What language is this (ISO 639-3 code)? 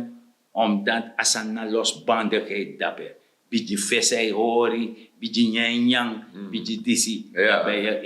srn